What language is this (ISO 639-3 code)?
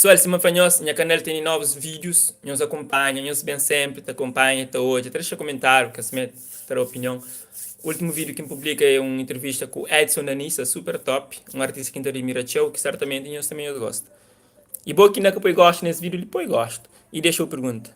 kea